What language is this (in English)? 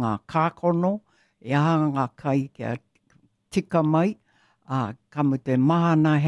Māori